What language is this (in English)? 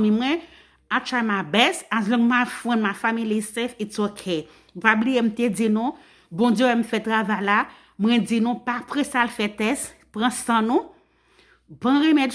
Haitian Creole